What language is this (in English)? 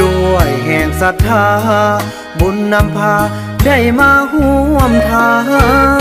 Northeastern Thai